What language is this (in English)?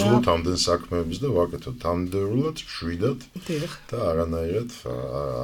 Georgian